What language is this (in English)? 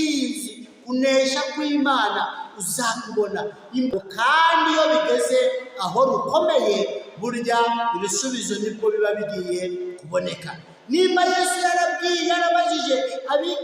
Kinyarwanda